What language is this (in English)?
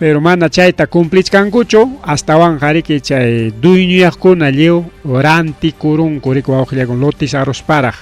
Ayacucho Quechua